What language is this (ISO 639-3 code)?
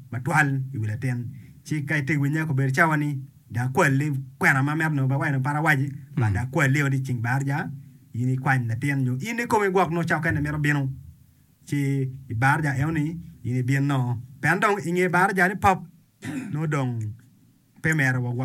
ach